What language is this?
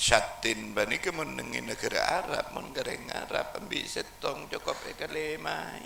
Madurese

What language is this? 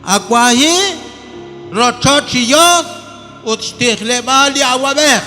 Kekchí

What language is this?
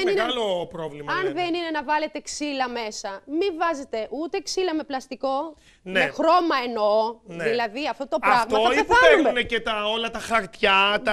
Greek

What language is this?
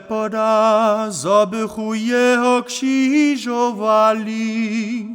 Upper Sorbian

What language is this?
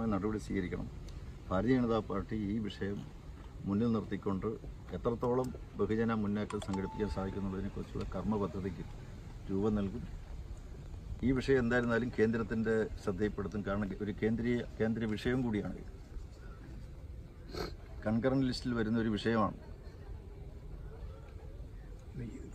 Malayalam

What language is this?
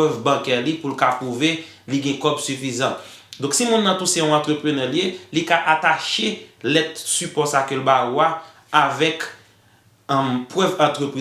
Haitian Creole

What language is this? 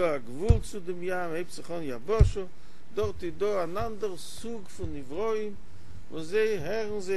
Yiddish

